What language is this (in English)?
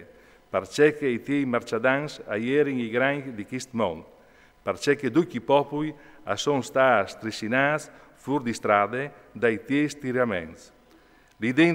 Friulian